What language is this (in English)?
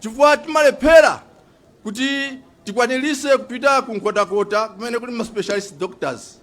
Nyanja